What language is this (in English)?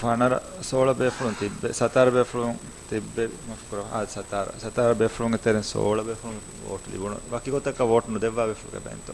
Divehi